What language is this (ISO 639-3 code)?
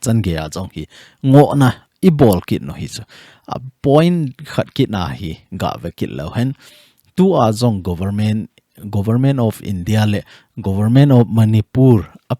tcz